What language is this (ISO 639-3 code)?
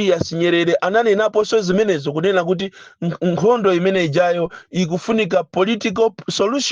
nya